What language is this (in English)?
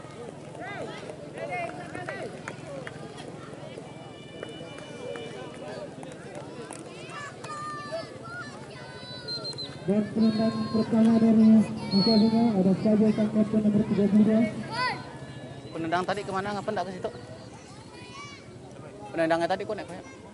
Indonesian